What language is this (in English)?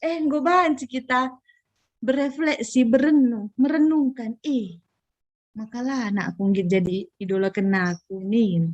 Batak Karo